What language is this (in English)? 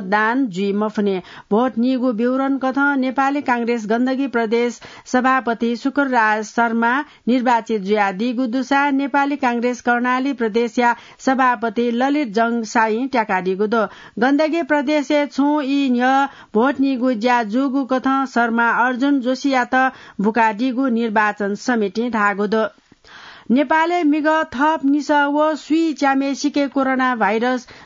Newari